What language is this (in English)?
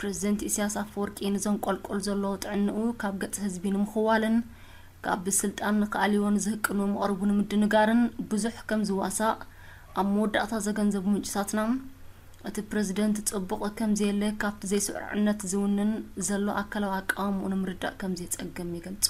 Tigrinya